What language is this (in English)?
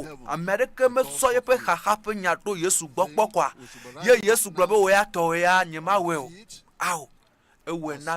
Ewe